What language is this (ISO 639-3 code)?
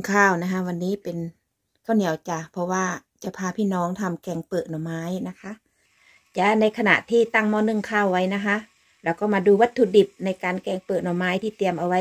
tha